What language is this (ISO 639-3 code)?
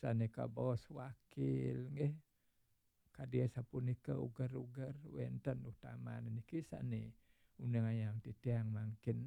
ban